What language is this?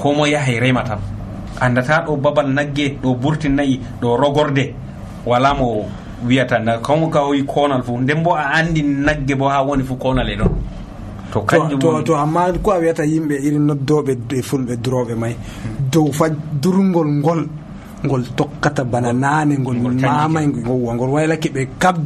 Nigerian Fulfulde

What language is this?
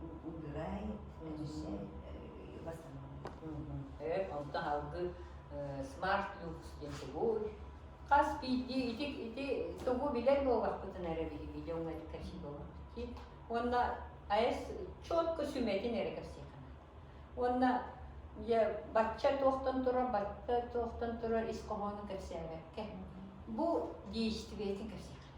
Yakut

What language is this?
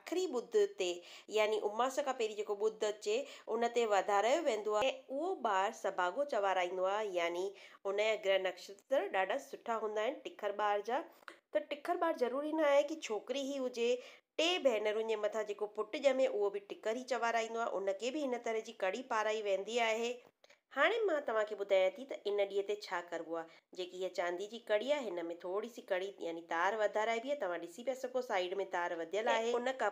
Sindhi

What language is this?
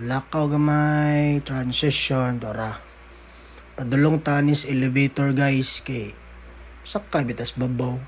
Cebuano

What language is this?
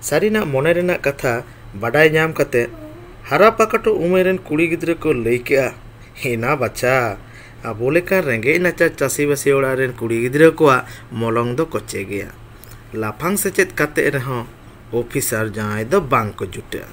Santali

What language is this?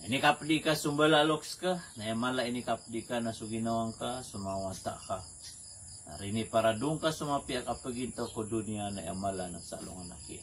Maranao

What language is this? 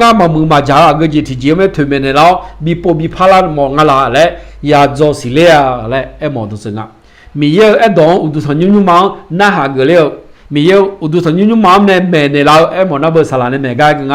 Akha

